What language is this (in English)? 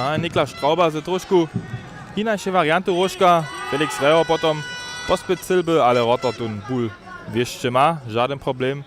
Upper Sorbian